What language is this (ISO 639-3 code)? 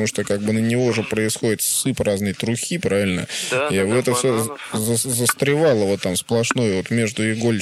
rus